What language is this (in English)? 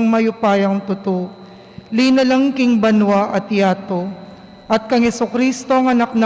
Pampanga